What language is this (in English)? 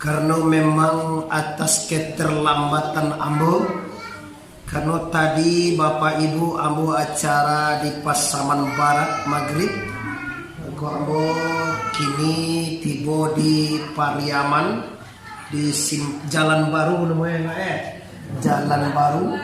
Minangkabau